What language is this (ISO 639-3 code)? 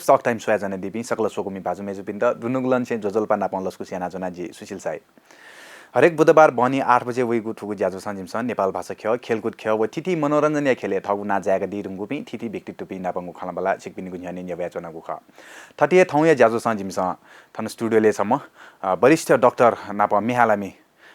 new